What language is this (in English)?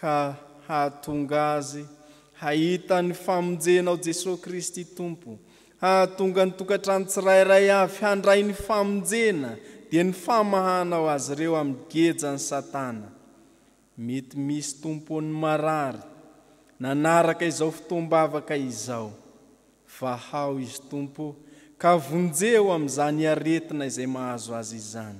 Malagasy